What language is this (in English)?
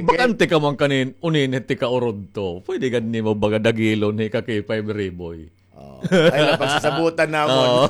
Waray